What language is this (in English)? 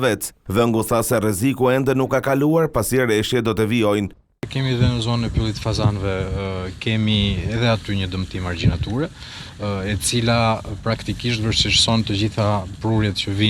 Albanian